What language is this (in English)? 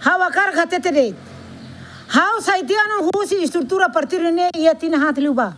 Tetum